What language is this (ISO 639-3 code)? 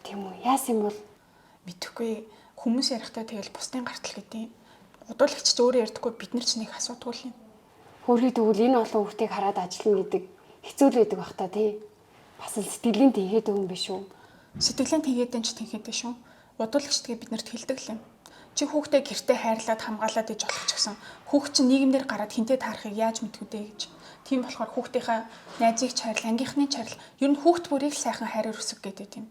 mon